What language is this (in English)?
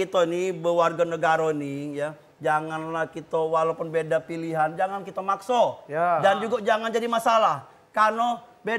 Musi